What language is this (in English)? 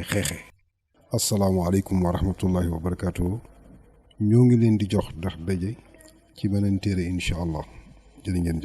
Wolof